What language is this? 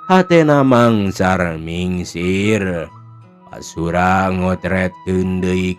Sundanese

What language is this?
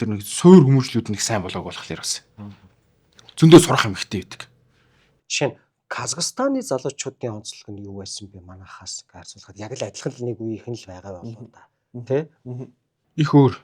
Mongolian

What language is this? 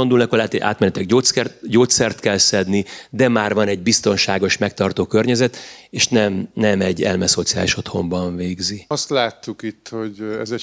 Hungarian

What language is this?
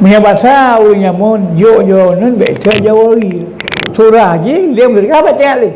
Achinese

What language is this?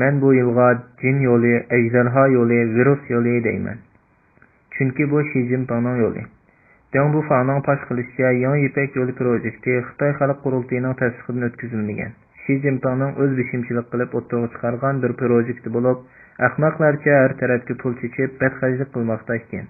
Uyghur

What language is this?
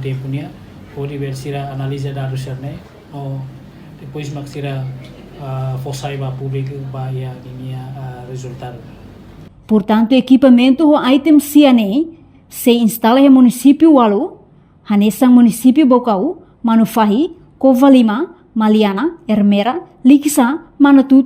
Tetum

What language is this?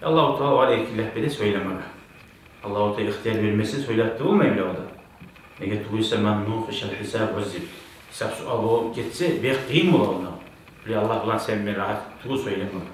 Kumyk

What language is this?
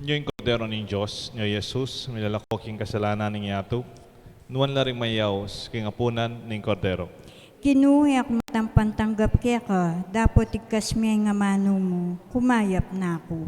Pampanga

